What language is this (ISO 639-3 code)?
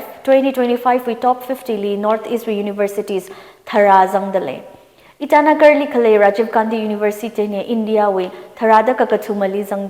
nmf